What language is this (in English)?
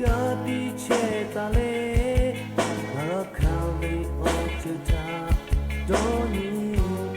Lahu